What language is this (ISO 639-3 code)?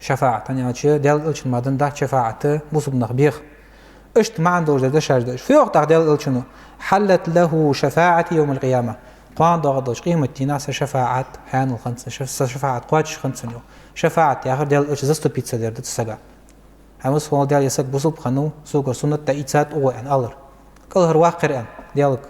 inh